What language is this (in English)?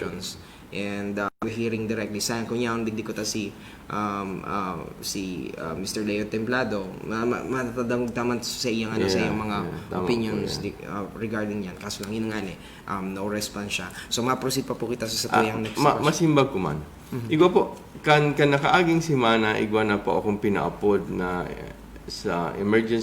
Bikol